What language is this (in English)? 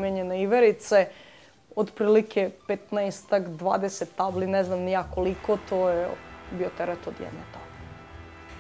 Serbian